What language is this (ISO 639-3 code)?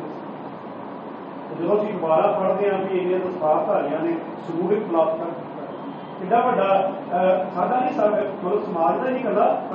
pan